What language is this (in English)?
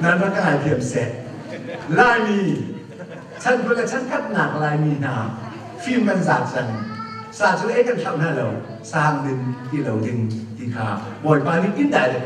Hakha Chin